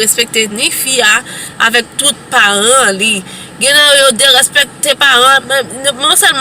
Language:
Haitian Creole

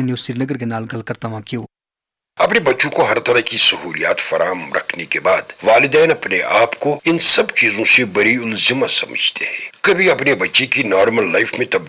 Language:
Gujari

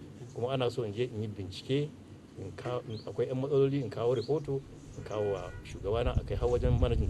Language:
Hausa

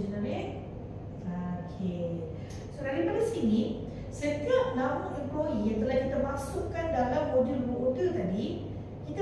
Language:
Malay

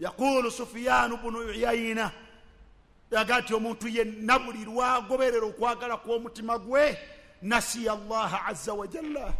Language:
Ganda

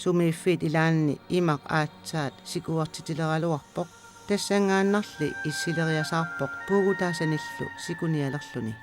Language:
Kalaallisut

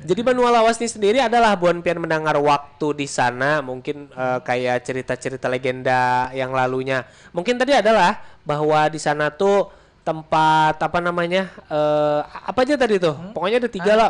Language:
Banjar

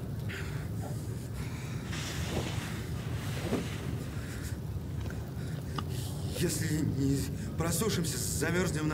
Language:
Russian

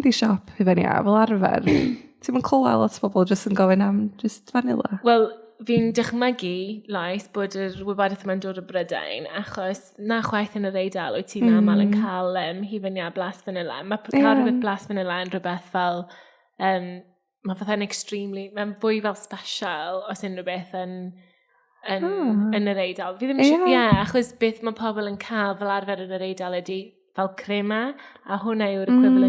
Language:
Welsh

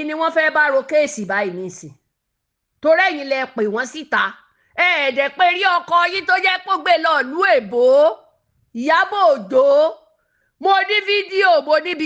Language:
Yoruba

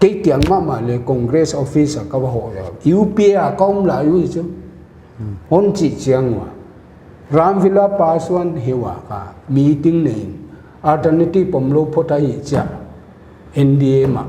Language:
Paite Chin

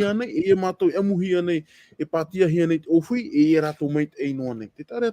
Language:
Tahitian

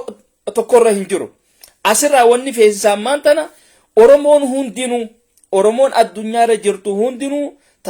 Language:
Oromo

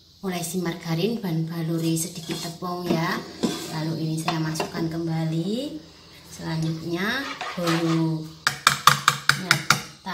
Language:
Indonesian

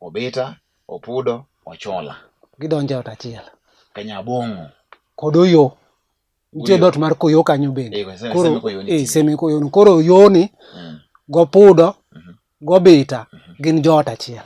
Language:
Luo (Kenya and Tanzania)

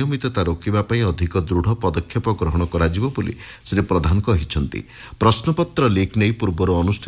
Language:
Odia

